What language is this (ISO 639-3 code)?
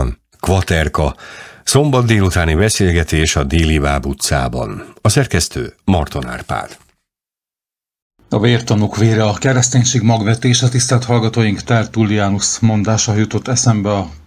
hun